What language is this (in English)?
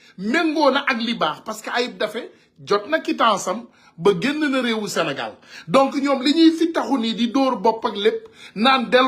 Wolof